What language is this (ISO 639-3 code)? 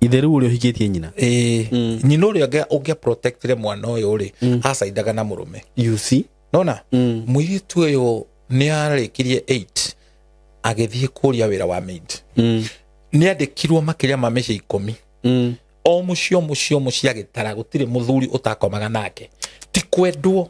kik